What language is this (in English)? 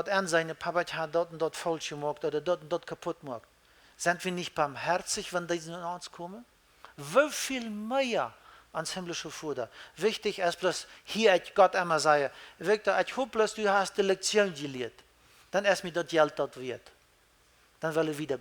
Plautdietsch